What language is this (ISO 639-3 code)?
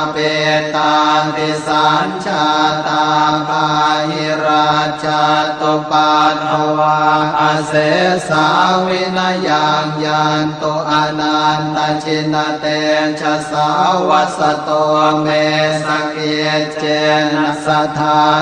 pli